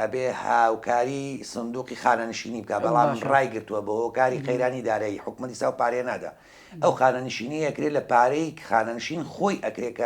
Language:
Central Kurdish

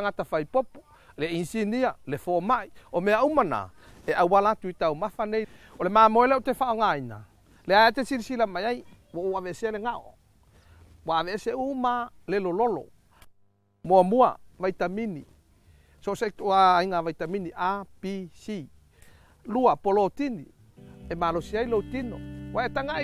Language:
Samoan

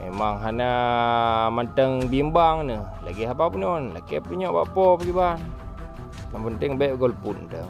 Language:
Achinese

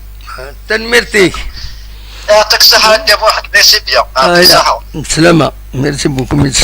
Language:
Kabyle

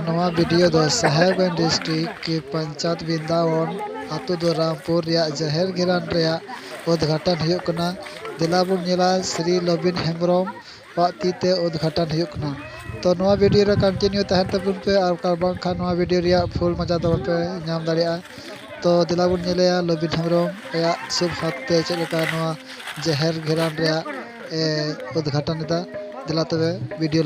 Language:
Santali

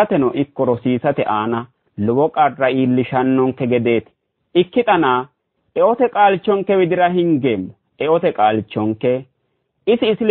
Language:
Sidamo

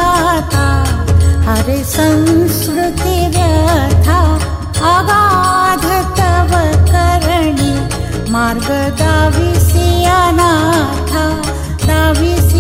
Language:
Marathi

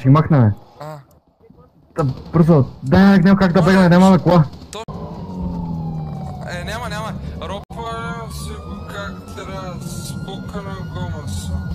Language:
Bulgarian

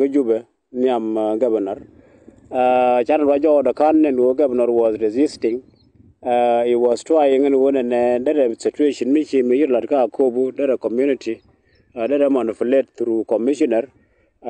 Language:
Nuer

